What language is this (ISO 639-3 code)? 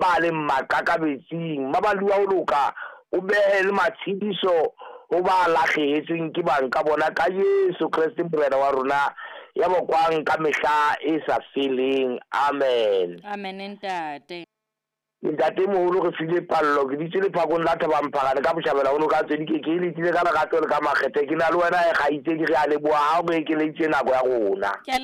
sot